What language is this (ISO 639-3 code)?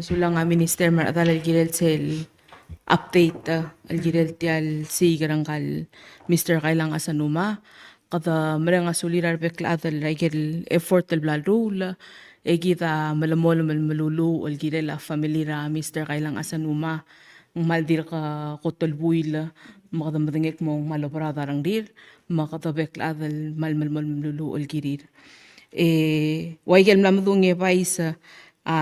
pau